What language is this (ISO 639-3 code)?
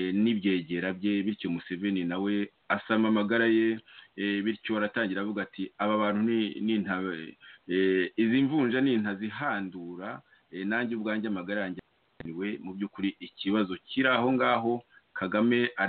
kin